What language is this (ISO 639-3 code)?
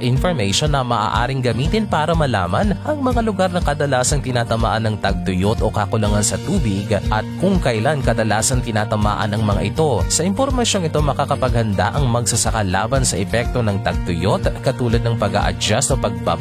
fil